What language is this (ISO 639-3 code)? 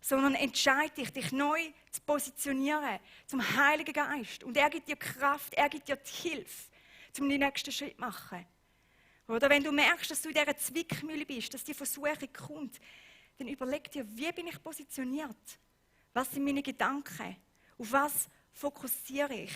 gsw